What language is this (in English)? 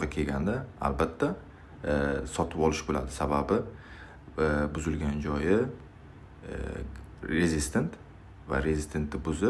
Uzbek